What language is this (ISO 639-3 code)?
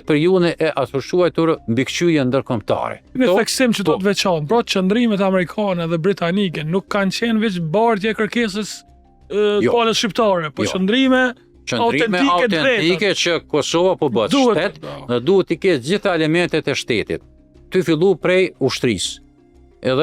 sqi